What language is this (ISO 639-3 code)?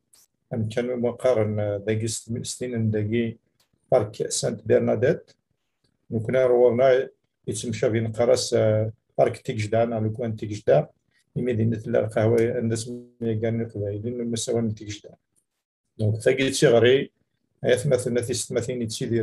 kab